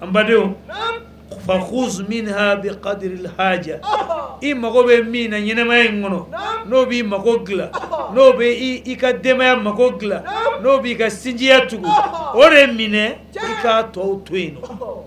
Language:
Bambara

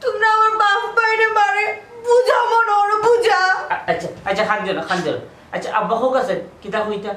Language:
Sylheti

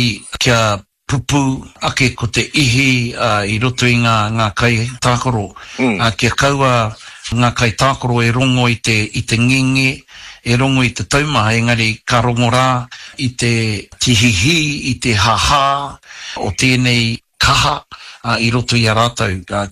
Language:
Māori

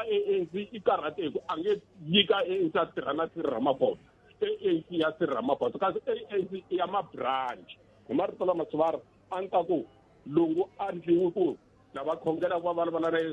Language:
Tsonga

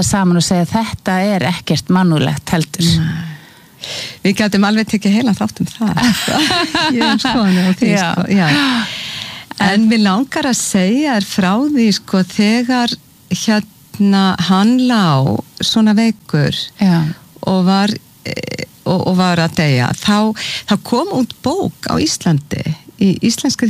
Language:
Icelandic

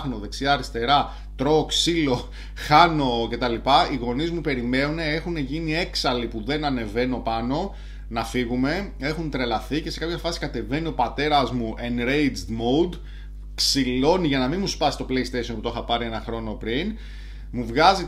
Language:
Greek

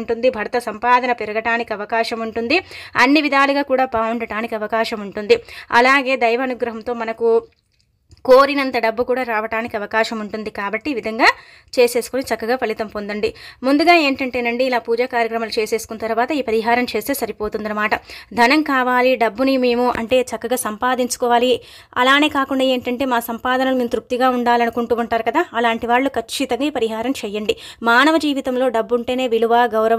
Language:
Telugu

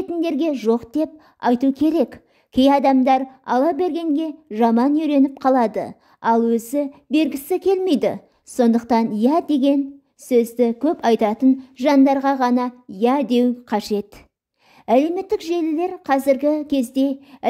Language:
Kazakh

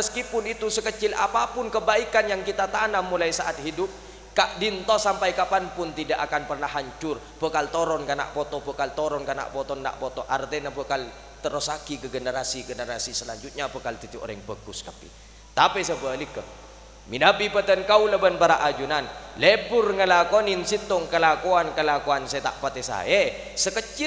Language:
Madurese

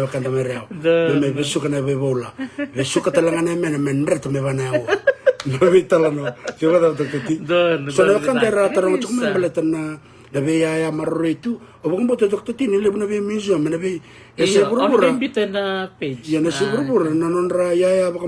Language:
Fijian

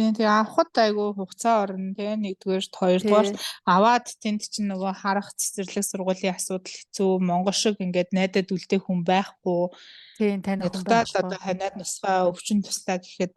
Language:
Mongolian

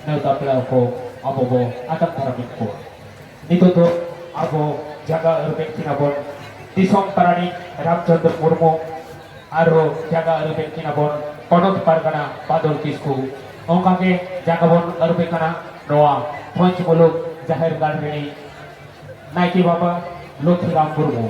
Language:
Santali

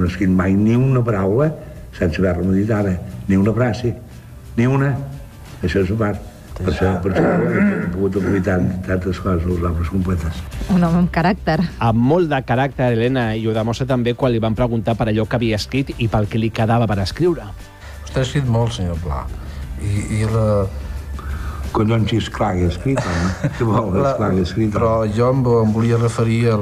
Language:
Catalan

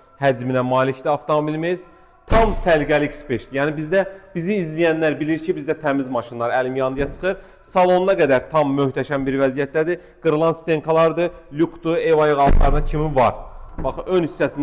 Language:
Azerbaijani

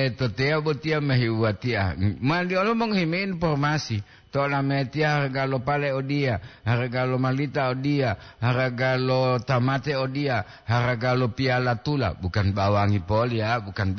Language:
Gorontalo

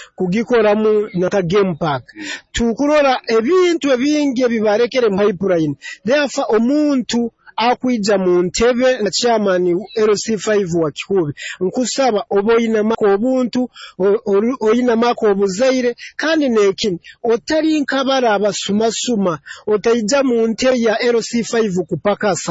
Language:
Nyoro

